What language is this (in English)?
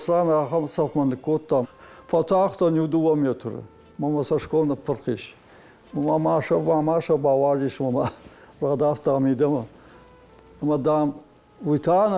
Ossetic